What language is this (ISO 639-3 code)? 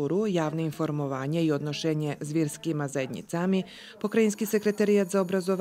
rue